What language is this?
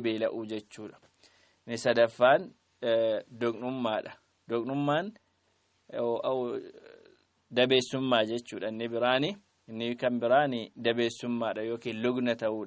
Oromo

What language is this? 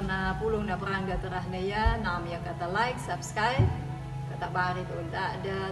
Anakalangu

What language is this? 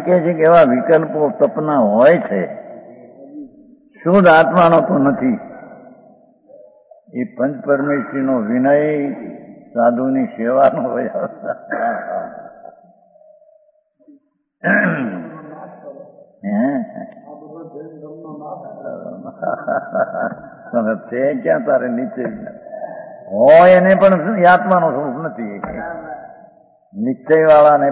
Gujarati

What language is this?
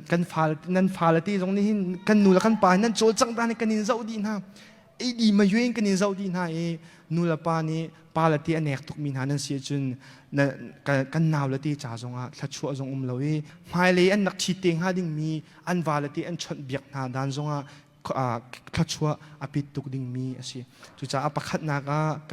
Hakha Chin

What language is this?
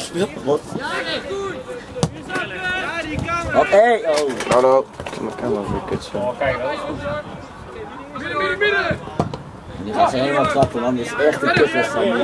Dutch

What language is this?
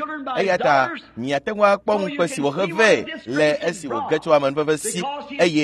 Ewe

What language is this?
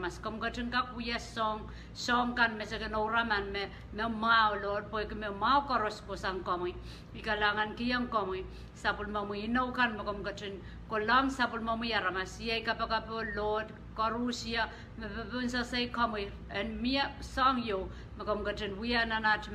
Pohnpeian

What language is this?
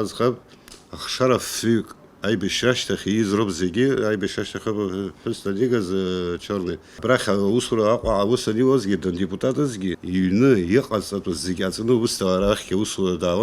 Abkhazian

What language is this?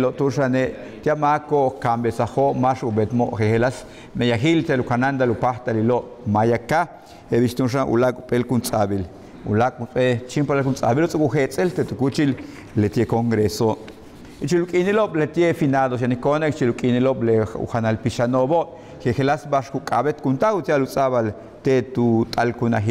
Yucateco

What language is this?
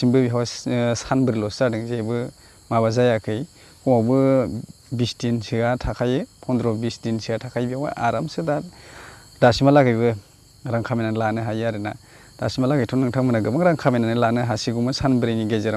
Bodo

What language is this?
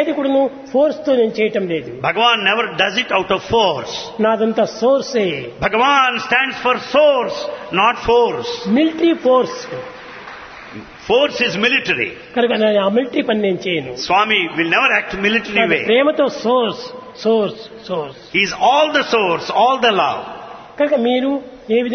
Telugu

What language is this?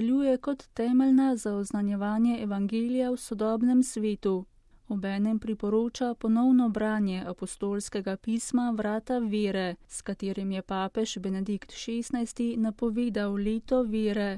Slovenian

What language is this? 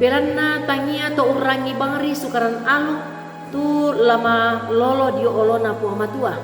Toraja-Sa'dan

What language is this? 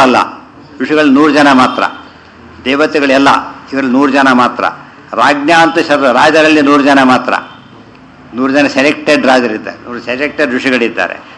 Kannada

